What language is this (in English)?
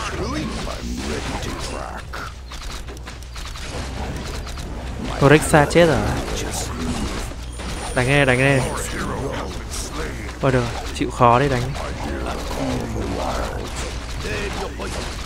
Vietnamese